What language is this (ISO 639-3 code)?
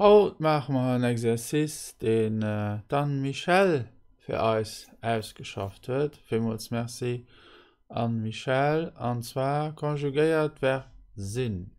ltz